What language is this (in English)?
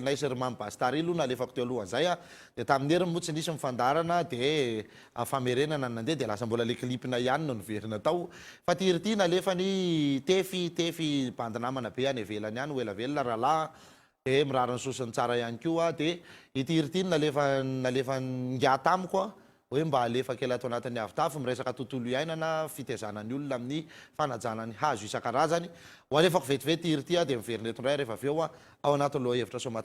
Malagasy